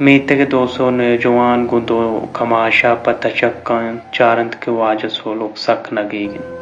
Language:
Baluchi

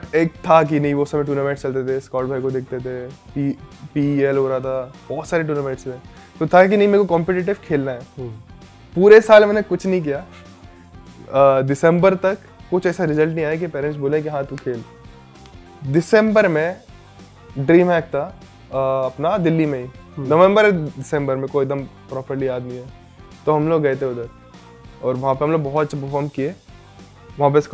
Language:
Hindi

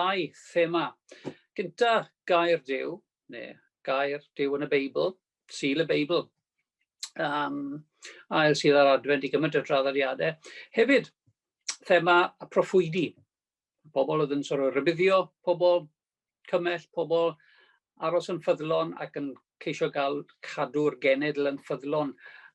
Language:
Welsh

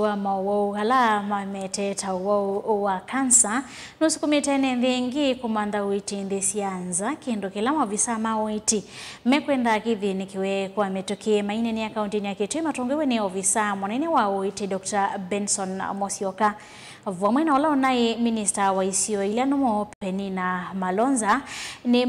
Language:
Kamba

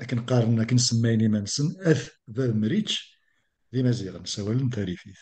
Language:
Kabyle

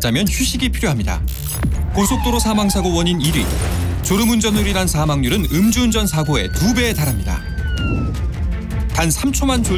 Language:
Korean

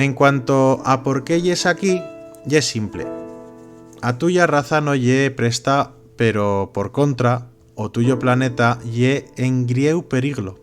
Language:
Aragonese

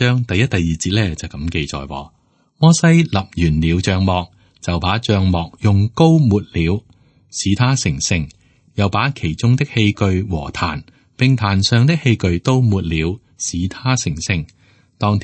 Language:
Cantonese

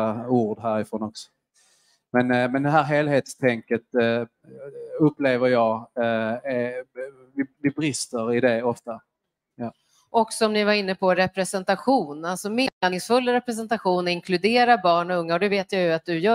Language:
Swedish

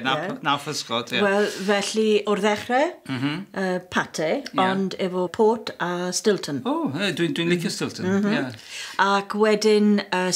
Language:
Welsh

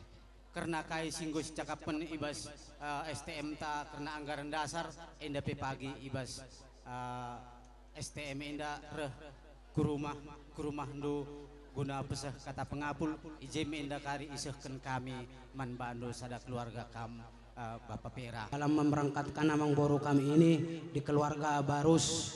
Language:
Batak Karo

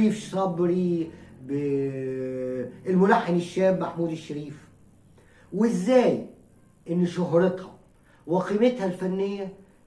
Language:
Egyptian Arabic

